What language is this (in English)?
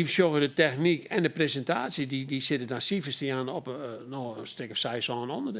Western Frisian